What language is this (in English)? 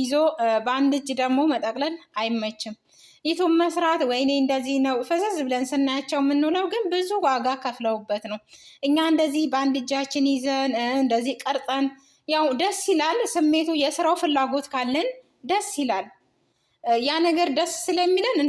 Amharic